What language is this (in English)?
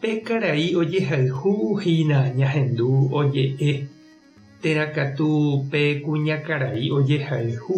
Guarani